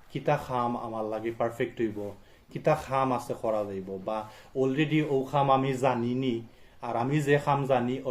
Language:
Sylheti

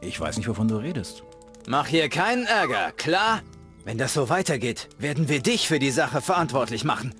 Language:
Bavarian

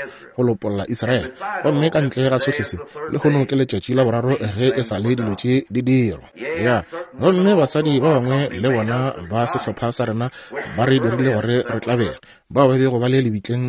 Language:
Northern Sotho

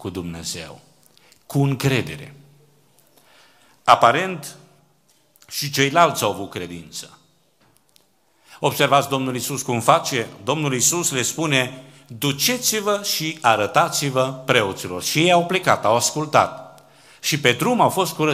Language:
Romanian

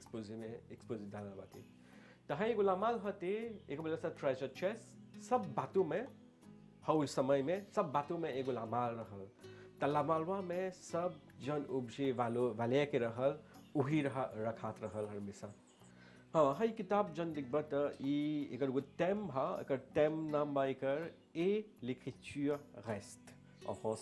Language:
Bhojpuri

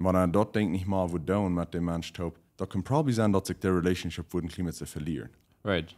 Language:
Plautdietsch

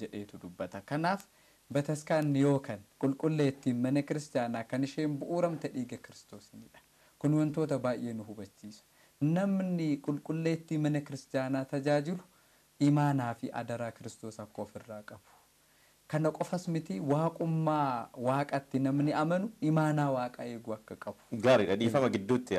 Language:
Oromo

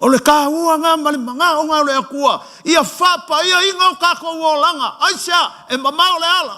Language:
Samoan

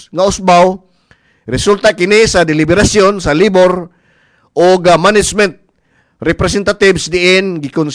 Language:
Cebuano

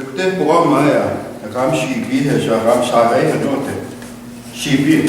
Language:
Plains Cree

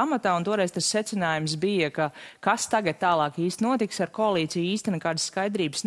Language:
Latvian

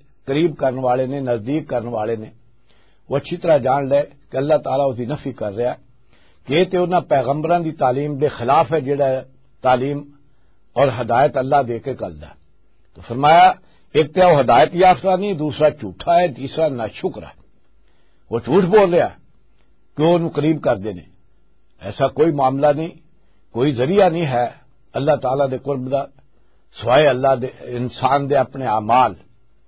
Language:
Western Panjabi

